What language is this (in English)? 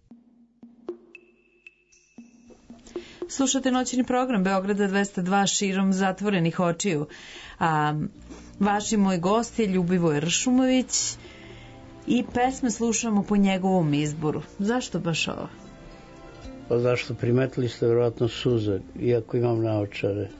Serbian